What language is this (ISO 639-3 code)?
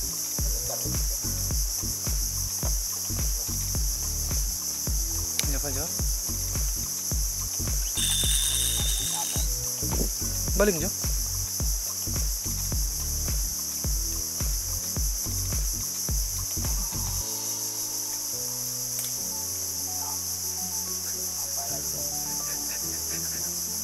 msa